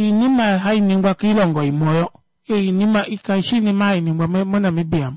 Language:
Kuanyama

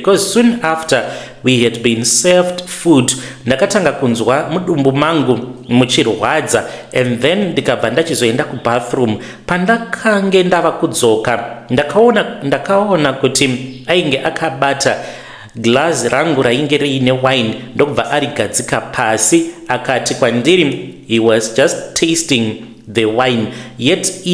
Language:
Shona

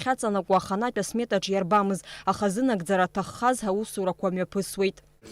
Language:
Abkhazian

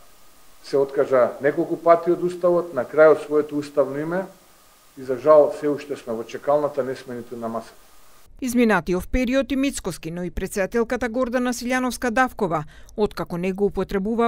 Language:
Macedonian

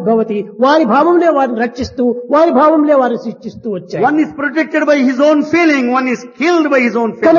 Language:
Telugu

